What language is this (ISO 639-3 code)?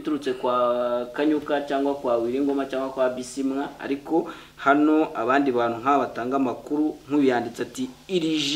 kin